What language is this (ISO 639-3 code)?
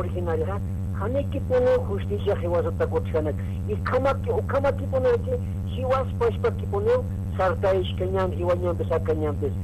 aym